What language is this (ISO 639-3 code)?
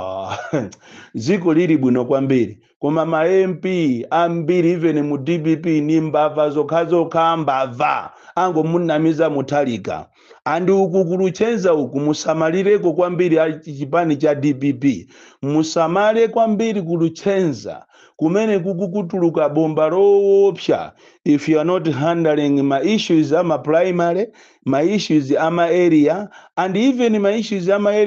nya